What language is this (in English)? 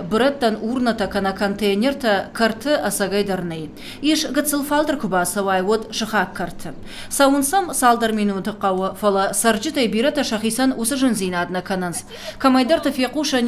Ossetic